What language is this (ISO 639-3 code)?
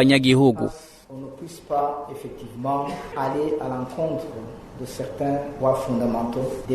run